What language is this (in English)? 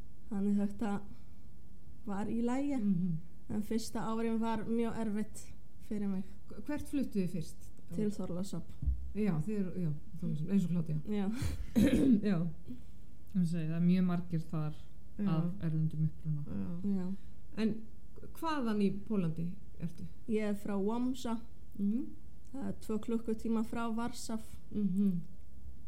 Icelandic